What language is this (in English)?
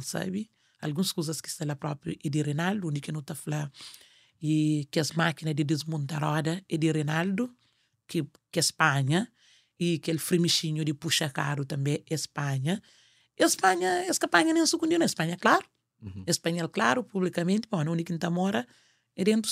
Kabuverdianu